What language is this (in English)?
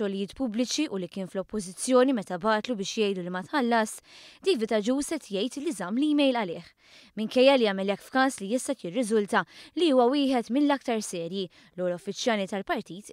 Maltese